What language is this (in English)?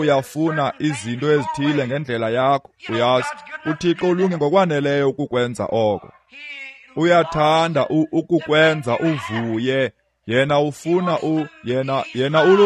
Xhosa